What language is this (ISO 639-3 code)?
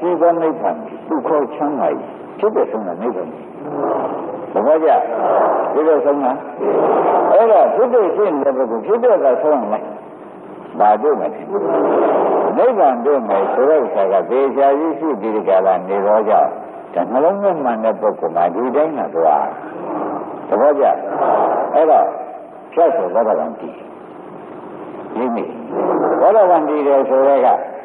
mya